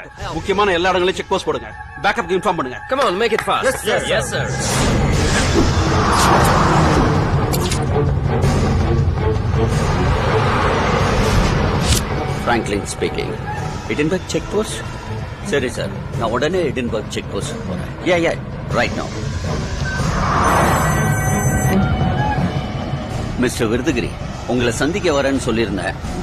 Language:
Tamil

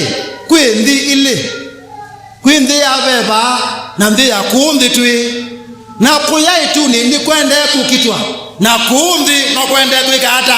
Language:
Kamba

